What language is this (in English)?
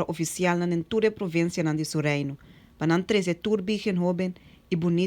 Papiamento